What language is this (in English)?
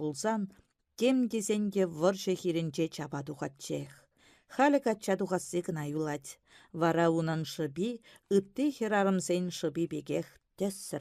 Chuvash